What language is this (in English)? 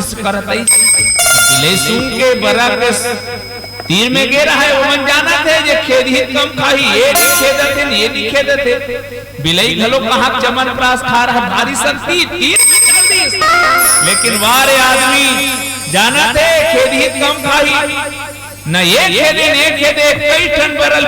Chhattisgarhi